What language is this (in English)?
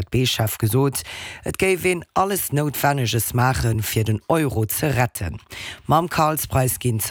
Luxembourgish